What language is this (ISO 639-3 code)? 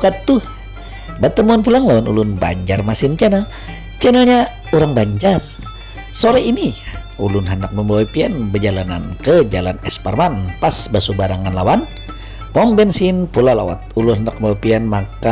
bjn